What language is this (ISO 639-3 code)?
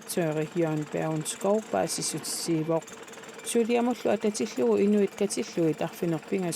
kal